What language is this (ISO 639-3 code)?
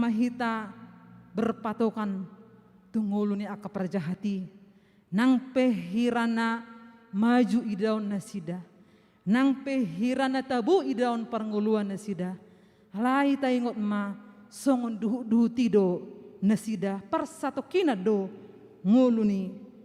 bbc